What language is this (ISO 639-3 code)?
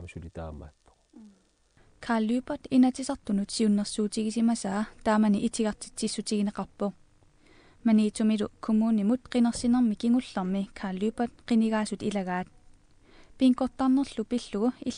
kal